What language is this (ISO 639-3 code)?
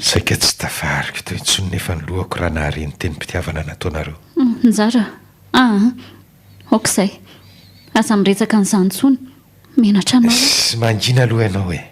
mlg